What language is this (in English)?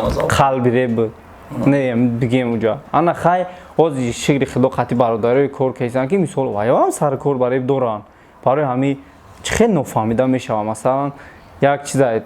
Tajik